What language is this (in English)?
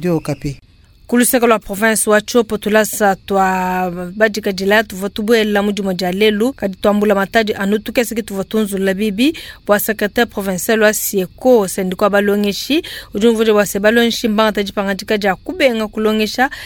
Luba-Lulua